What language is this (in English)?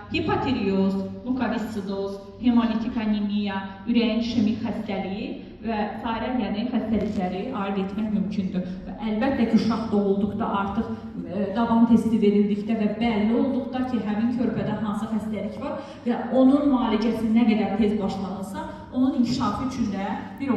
Azerbaijani